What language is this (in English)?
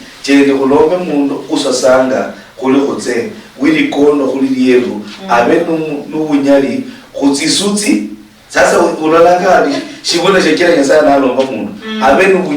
Luyia